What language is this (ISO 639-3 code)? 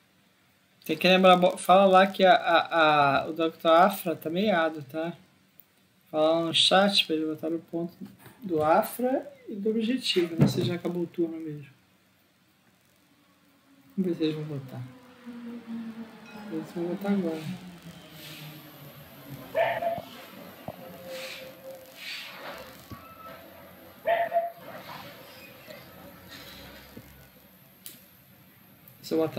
por